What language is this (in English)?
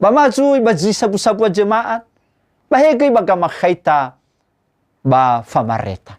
Nias